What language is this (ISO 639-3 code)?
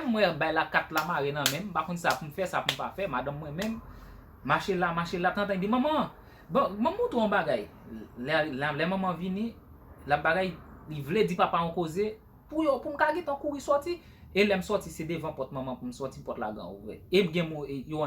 hat